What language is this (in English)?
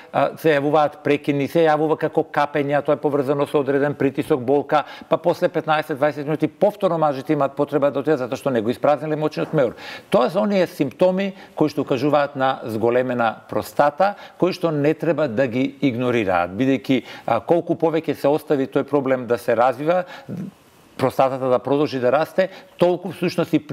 Macedonian